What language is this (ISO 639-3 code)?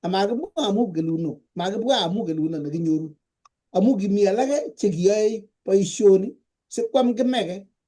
kln